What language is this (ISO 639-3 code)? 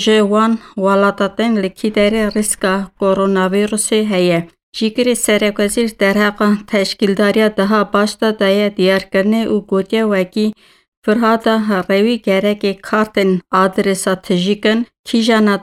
kur